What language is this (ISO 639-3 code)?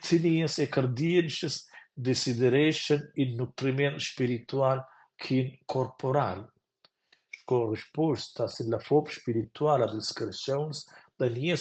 roh